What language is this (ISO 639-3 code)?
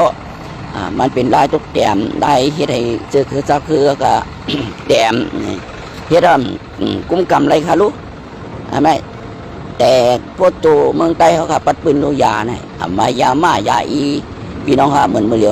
shn